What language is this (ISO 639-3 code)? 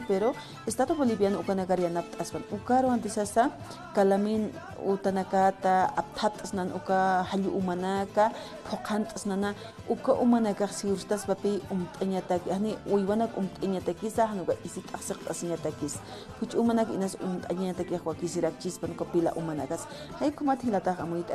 aym